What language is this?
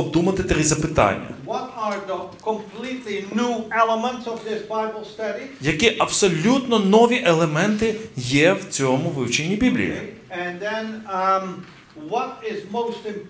Ukrainian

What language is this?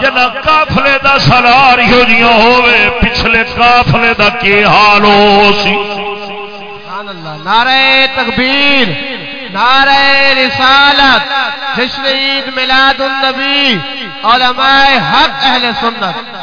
Saraiki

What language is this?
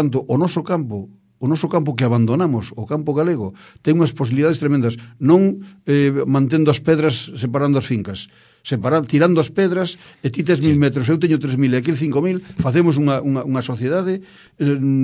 Galician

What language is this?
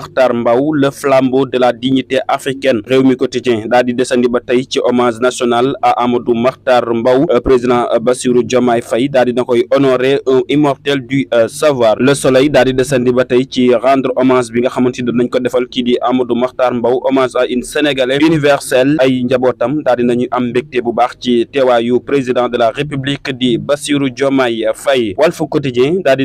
Wolof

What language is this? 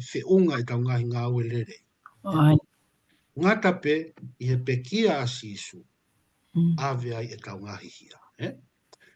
Tongan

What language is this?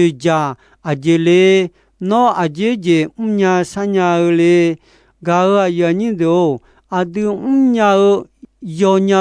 Akha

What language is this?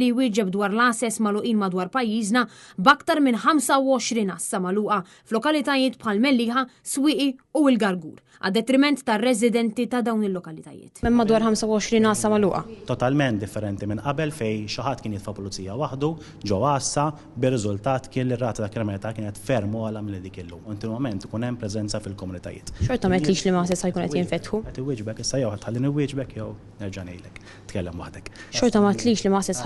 Maltese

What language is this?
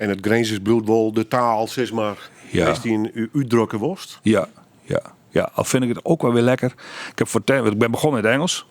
Western Frisian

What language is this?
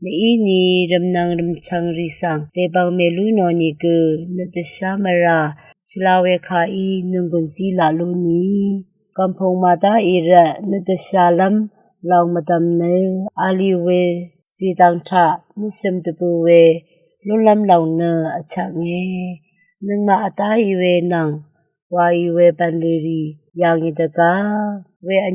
Rawang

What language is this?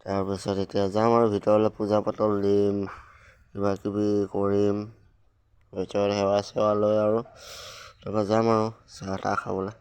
Assamese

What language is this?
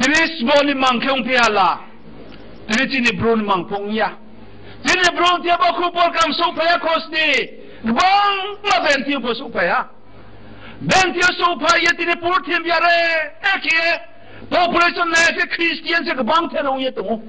Riang (India)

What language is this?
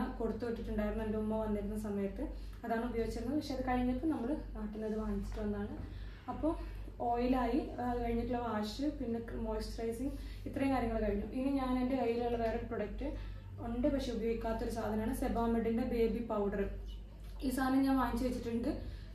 Malayalam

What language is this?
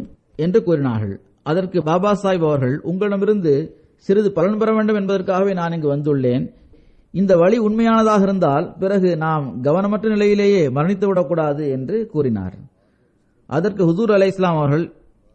Tamil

